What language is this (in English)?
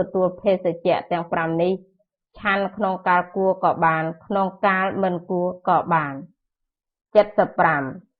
Khmer